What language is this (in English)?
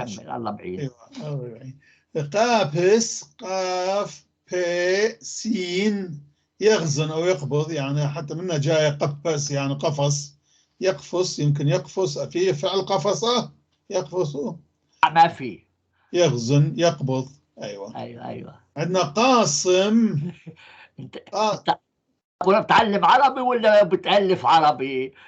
North Levantine Arabic